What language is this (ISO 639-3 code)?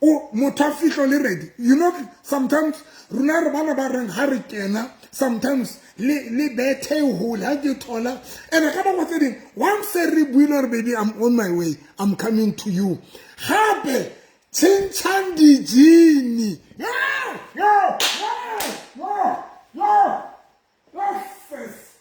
sot